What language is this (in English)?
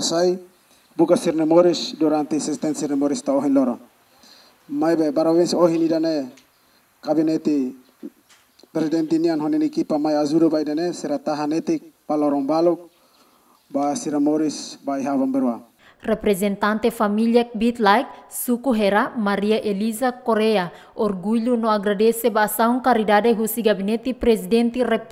Tetum